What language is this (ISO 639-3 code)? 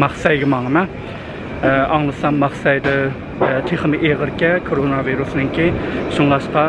uig